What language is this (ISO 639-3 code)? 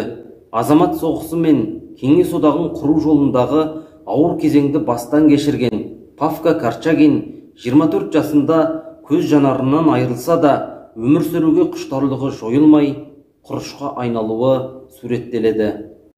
kaz